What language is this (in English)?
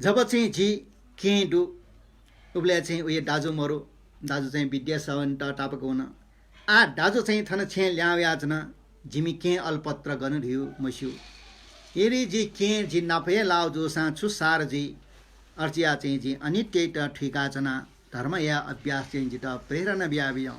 Newari